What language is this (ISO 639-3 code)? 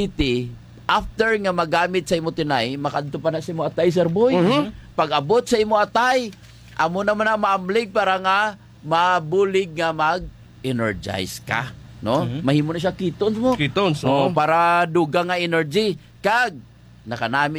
hil